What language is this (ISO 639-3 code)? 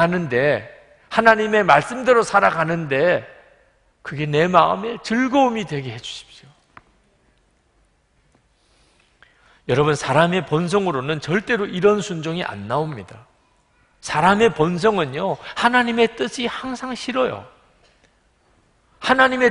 kor